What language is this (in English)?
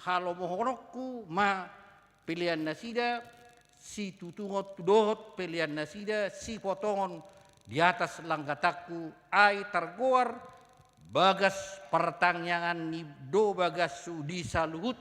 Batak Toba